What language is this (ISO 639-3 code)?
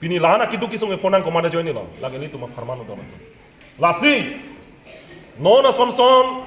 mjw